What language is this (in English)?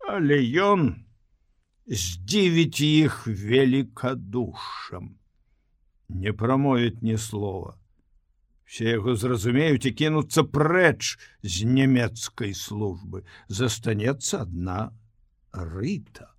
Belarusian